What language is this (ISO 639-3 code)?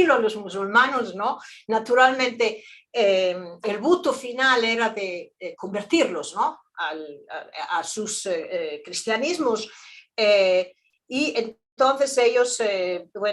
lad